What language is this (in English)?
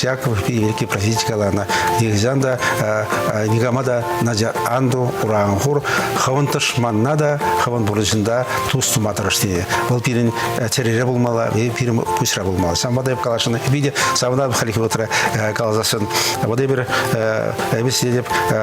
Chuvash